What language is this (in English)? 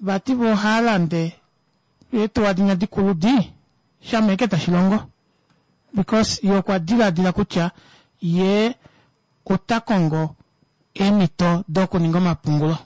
Kuanyama